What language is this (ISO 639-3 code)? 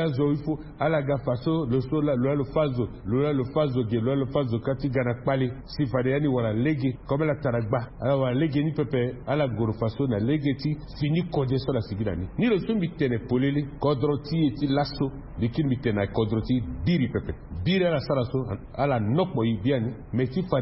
sag